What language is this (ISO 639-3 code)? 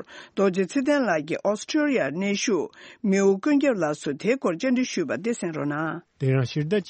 bod